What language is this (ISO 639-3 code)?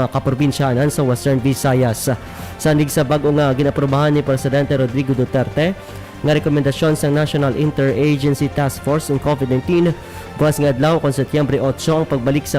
hil